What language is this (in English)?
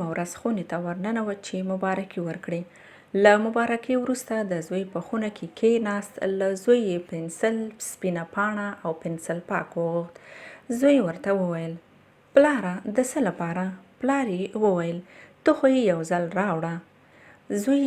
Pashto